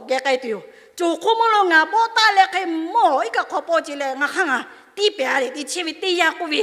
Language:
Lahu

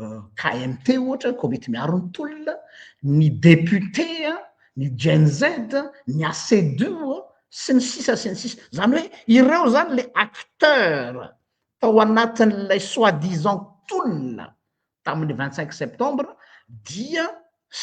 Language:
Malagasy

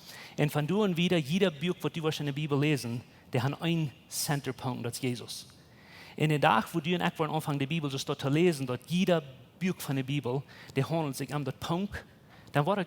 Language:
Plautdietsch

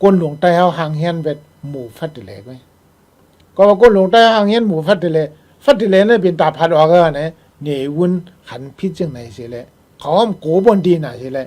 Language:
Shan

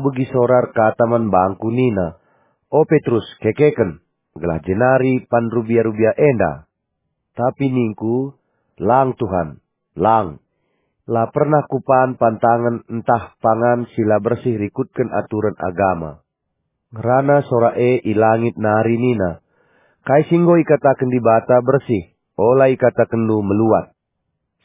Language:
Batak Karo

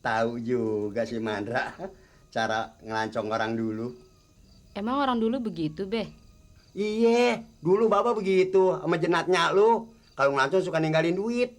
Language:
Betawi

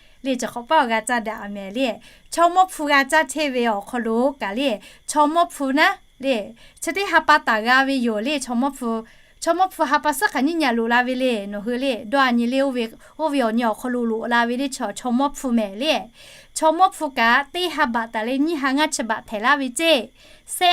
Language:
Lahu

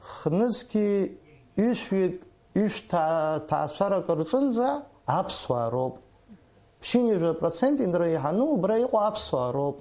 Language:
Abkhazian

